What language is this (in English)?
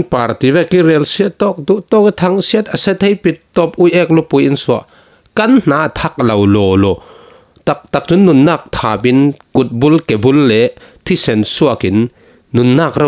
Falam Chin